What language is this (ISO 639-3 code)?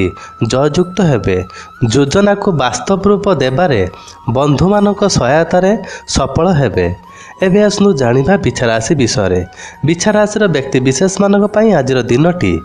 ori